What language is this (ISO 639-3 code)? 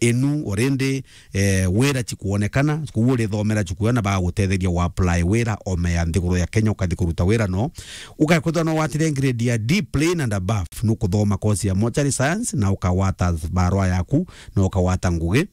mer